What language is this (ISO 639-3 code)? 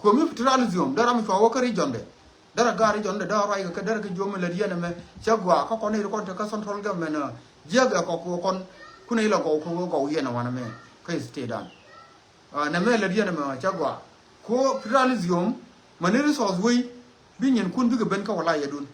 nus